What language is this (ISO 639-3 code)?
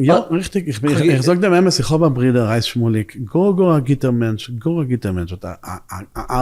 yid